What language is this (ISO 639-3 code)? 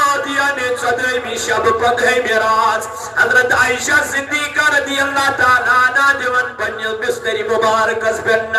kas